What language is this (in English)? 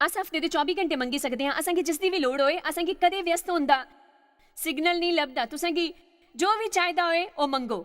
Dogri